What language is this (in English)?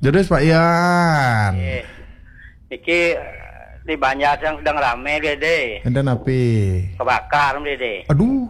Balinese